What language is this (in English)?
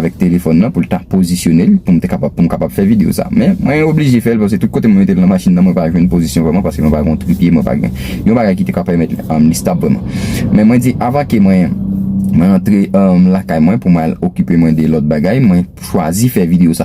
Haitian Creole